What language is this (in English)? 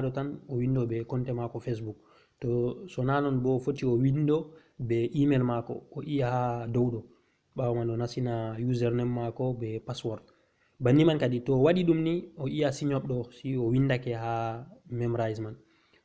Fula